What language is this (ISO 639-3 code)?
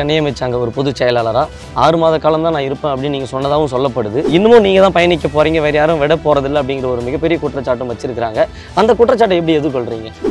tam